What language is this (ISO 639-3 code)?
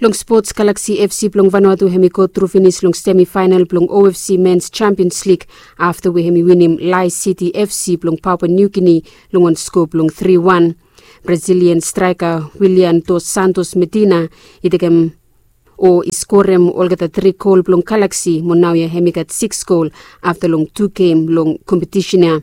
bis